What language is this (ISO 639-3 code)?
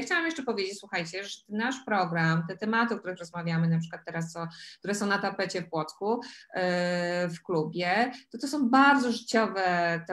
pol